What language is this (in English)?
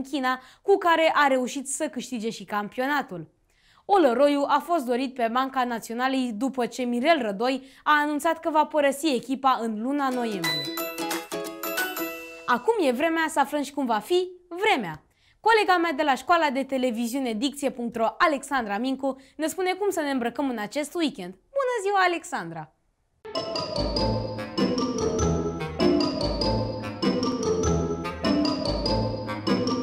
Romanian